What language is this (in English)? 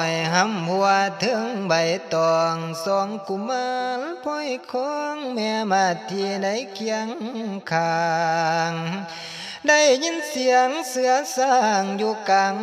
Lao